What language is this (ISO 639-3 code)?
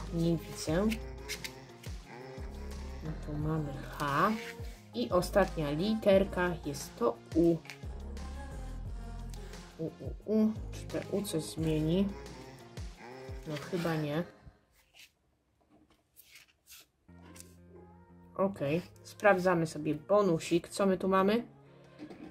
pol